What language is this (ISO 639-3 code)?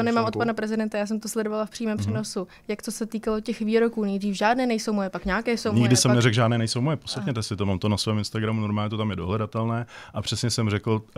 ces